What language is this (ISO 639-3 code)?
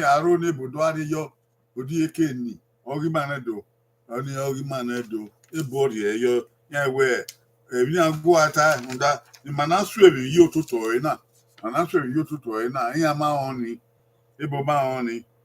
bin